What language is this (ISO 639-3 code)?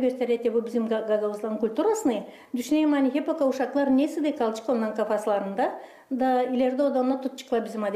gag